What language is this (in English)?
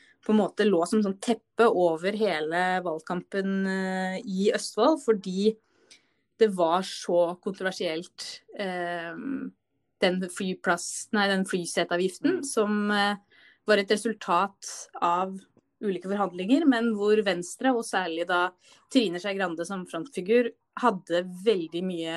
Norwegian